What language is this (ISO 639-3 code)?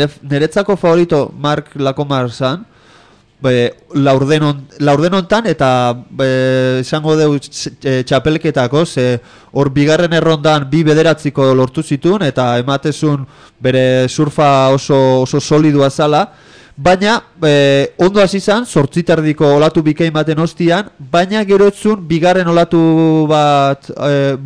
eus